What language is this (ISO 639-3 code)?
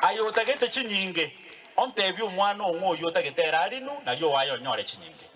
guz